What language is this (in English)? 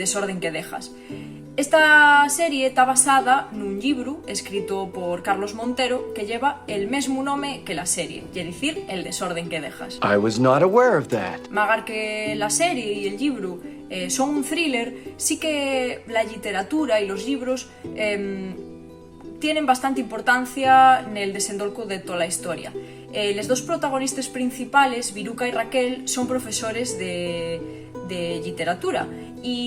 Asturian